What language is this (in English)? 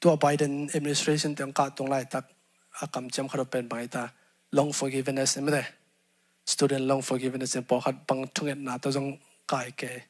Tedim Chin